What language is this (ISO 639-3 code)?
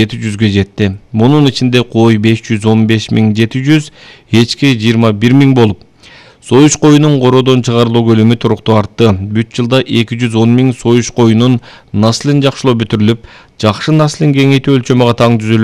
kir